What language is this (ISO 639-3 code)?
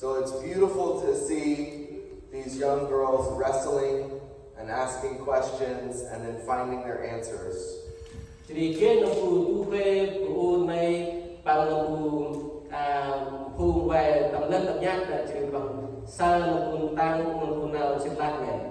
cmo